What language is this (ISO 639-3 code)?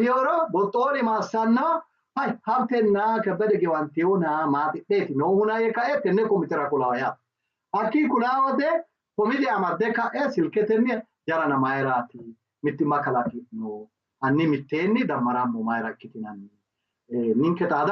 sid